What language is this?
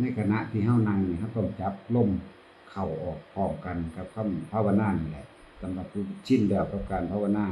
Northeastern Thai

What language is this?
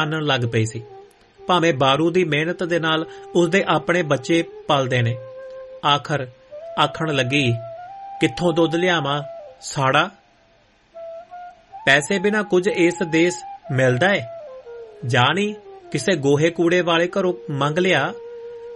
Punjabi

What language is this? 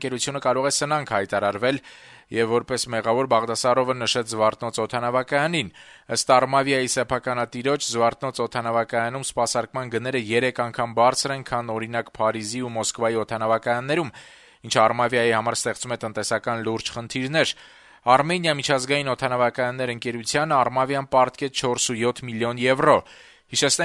Armenian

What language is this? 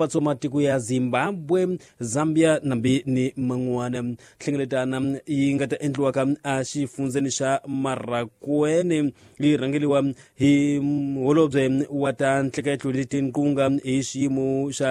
Tsonga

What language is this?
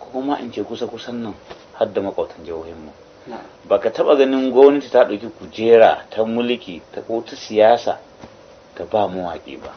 Hausa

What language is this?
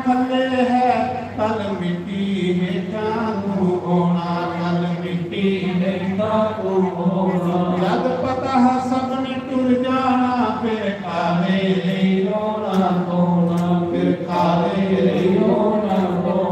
Dogri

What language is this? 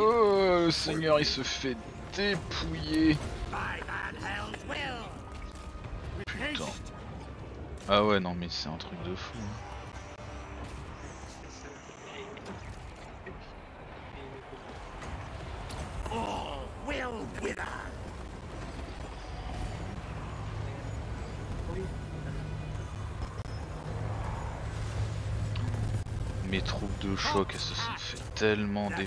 French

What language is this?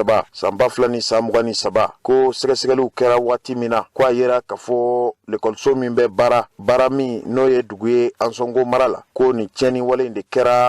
Bambara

